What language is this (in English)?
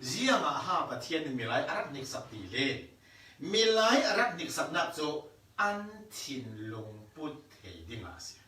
Falam Chin